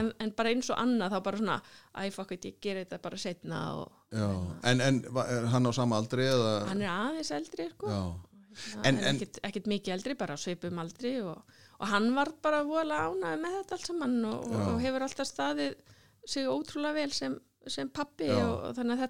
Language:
Icelandic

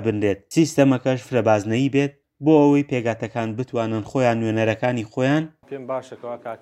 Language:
Central Kurdish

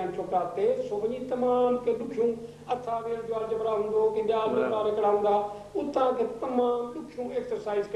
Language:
Sindhi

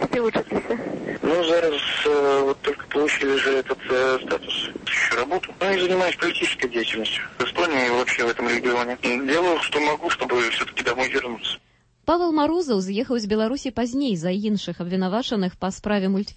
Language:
Belarusian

